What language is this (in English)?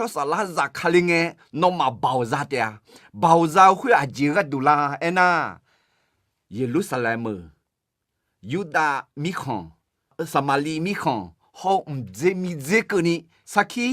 Akha